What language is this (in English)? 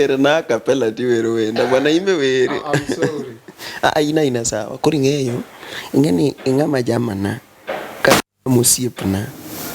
Luo (Kenya and Tanzania)